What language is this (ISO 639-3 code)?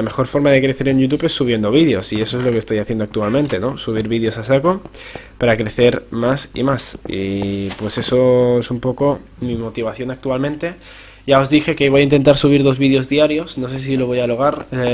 spa